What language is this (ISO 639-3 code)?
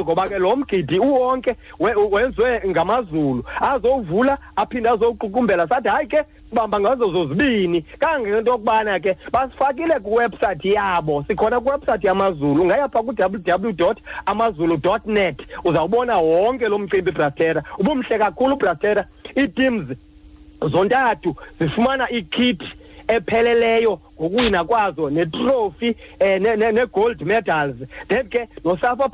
xho